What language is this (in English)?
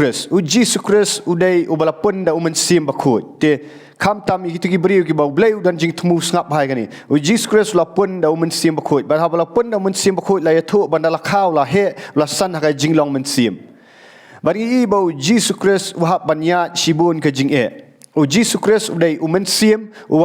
Khasi